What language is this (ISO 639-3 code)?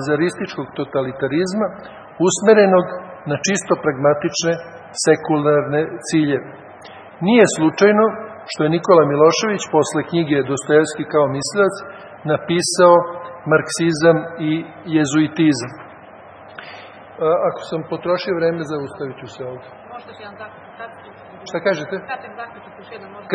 srp